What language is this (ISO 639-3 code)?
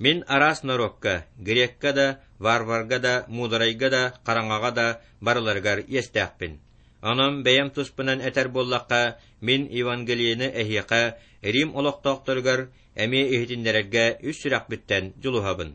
sah